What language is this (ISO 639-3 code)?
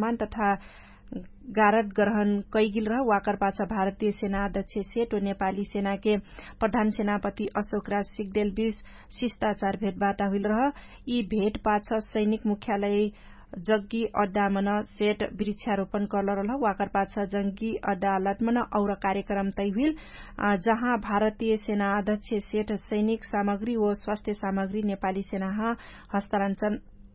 thl